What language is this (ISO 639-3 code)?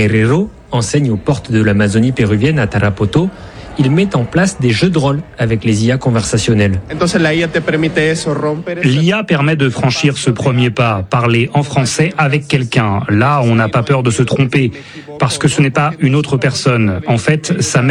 fra